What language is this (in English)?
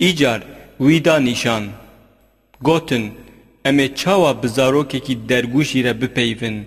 Kurdish